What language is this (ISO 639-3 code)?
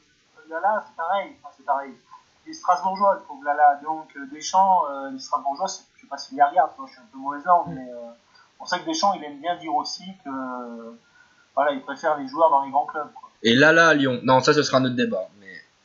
fra